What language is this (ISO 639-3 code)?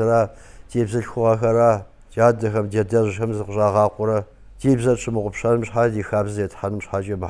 kbd